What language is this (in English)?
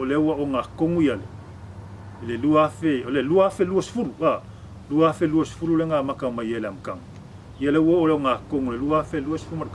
Samoan